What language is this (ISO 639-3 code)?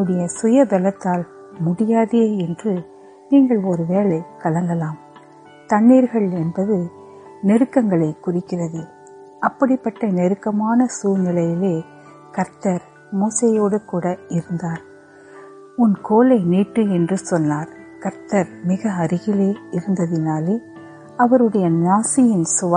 tam